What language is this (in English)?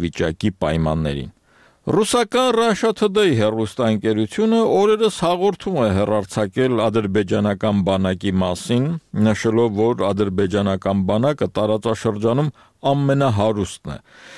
Armenian